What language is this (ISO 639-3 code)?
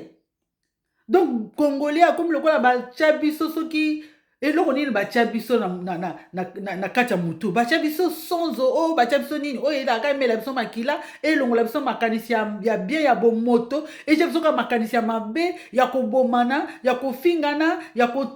lin